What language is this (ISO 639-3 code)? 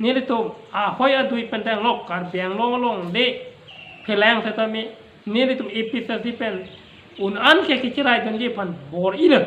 mjw